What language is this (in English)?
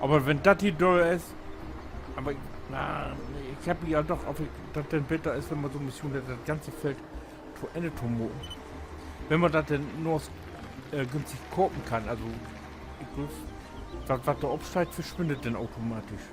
Low German